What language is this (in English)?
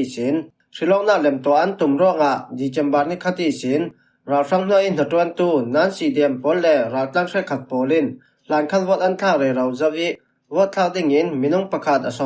Falam Chin